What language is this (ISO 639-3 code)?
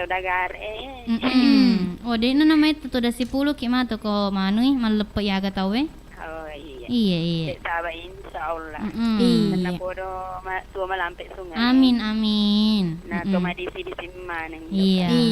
bug